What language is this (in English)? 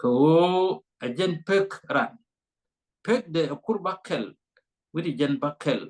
Nuer